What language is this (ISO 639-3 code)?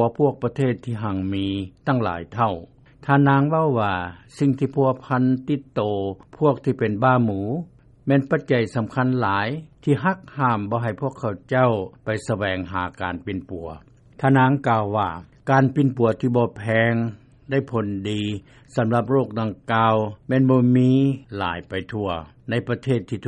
lao